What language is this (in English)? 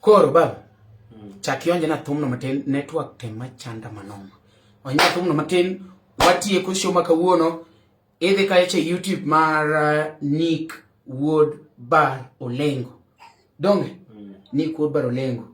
Luo (Kenya and Tanzania)